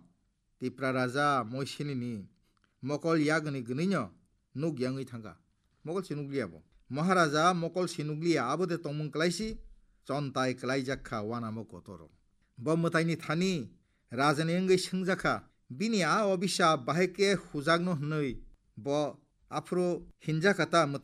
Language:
Kok Borok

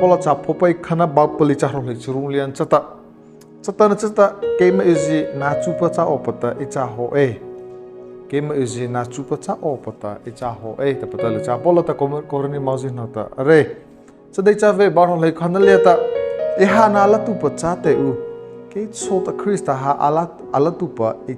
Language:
Mara Chin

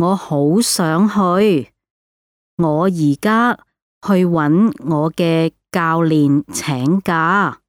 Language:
Cantonese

